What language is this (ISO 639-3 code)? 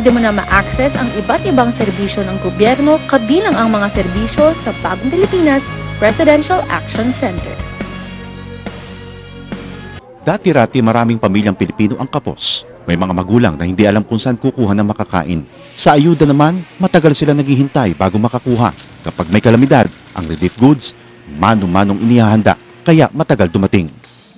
fil